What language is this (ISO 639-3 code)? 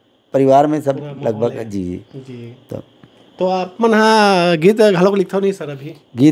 hne